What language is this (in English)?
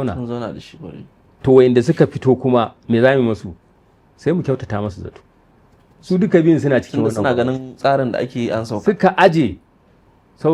Hausa